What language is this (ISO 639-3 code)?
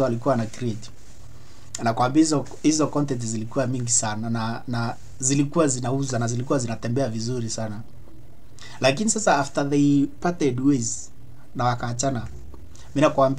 swa